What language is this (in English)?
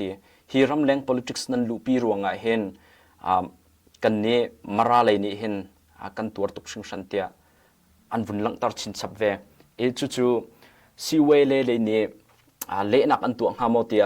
Hakha Chin